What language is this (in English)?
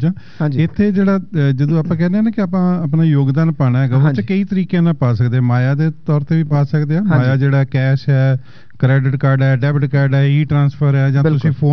Punjabi